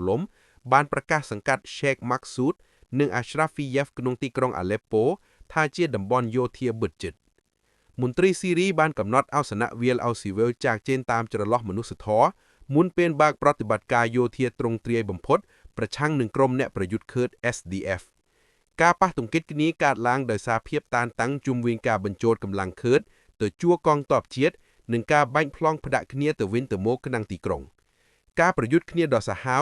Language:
Khmer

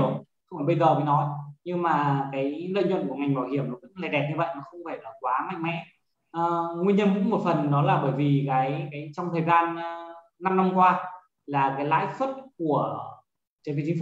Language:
Vietnamese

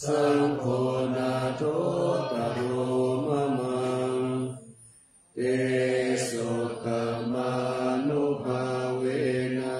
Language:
Pali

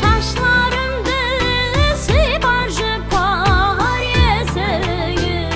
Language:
Kara-Kalpak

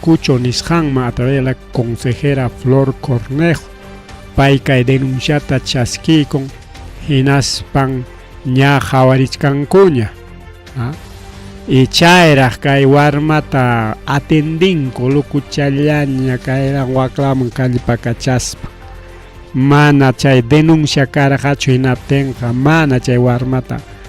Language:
Ayacucho Quechua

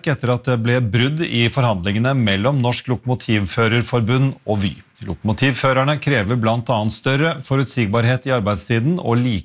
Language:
Norwegian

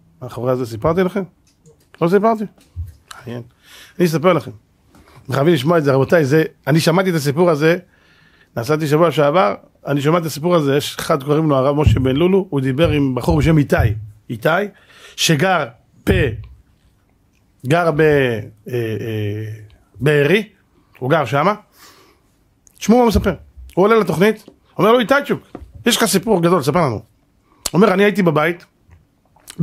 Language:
Hebrew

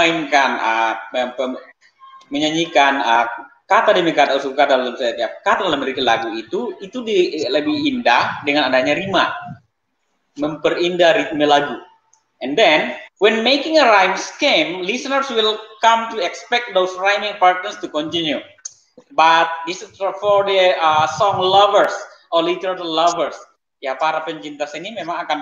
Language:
Indonesian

